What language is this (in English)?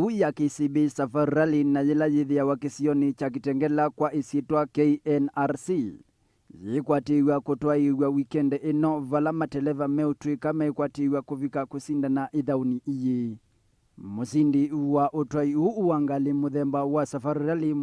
Kamba